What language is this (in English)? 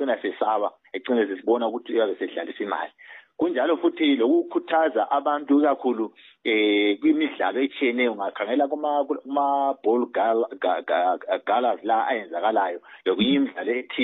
North Ndebele